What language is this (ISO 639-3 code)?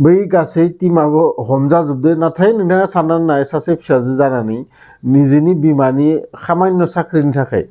brx